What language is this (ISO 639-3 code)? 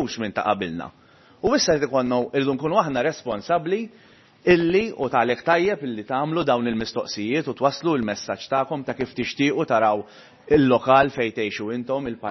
mlt